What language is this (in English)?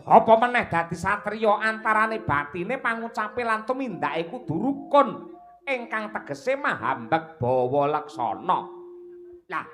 Javanese